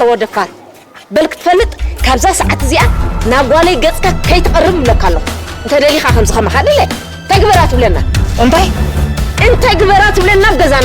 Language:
Tigrinya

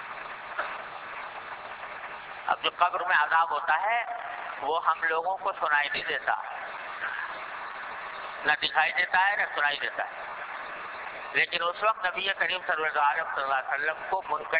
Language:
Urdu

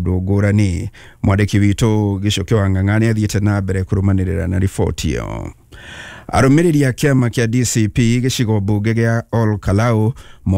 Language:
Kikuyu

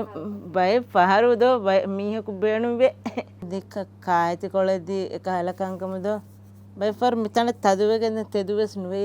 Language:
Divehi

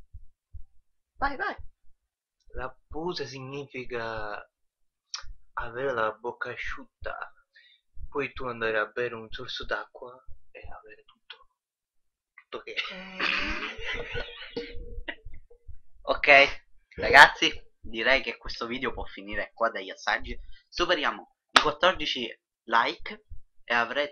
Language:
Italian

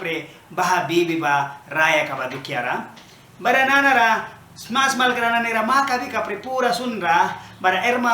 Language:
Mískito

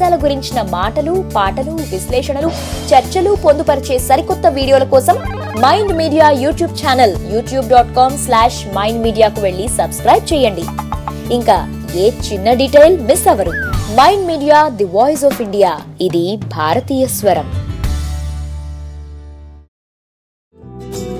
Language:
Telugu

